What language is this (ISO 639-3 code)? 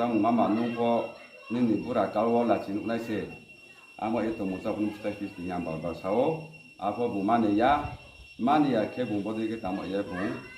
ria